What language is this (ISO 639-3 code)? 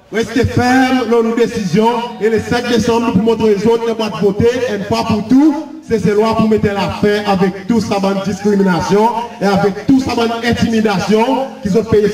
crs